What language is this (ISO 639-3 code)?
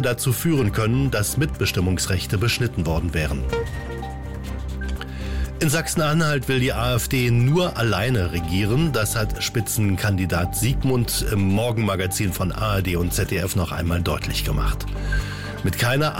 deu